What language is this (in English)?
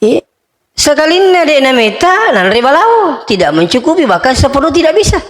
Buginese